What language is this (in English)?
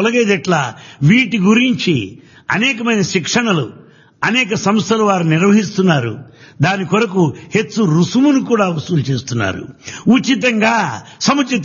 Telugu